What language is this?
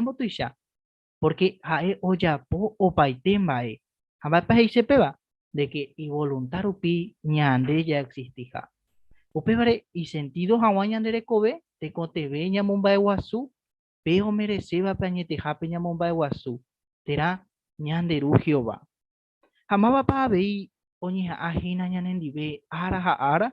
Guarani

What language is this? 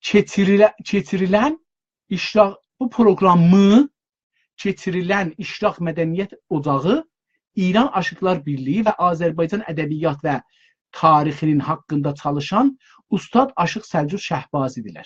South Azerbaijani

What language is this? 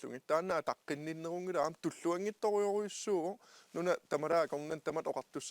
Kalaallisut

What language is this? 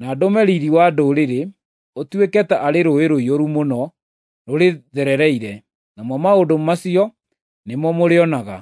Kikuyu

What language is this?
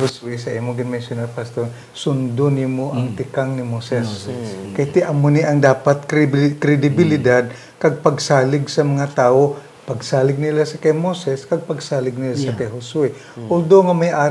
Hiligaynon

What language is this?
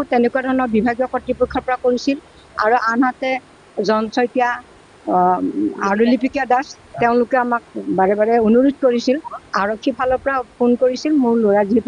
Assamese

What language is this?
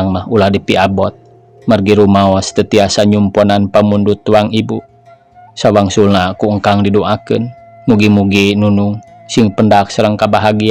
Sundanese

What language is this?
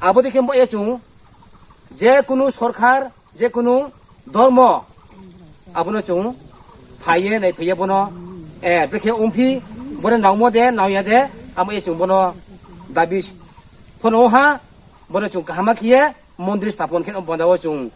Riang (India)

